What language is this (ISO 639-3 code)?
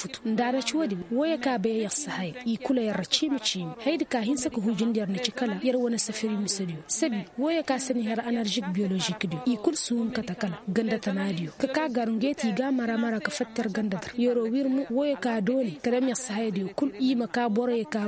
ses